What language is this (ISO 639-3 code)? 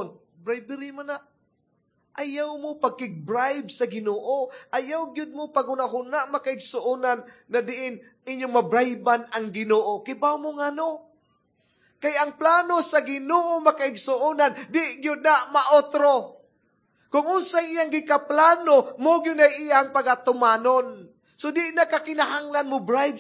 ceb